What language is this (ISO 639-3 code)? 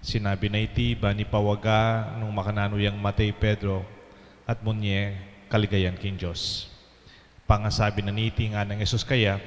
pam